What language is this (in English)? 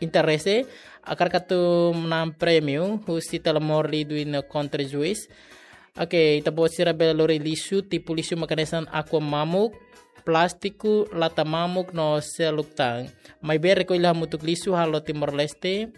Tetum